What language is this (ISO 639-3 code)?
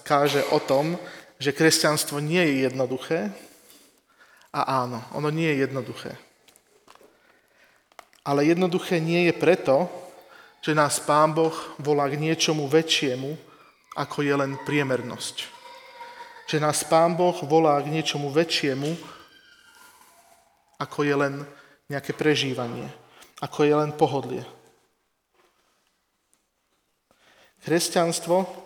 slk